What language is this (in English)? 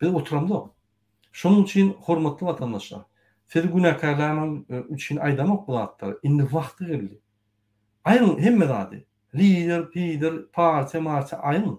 Turkmen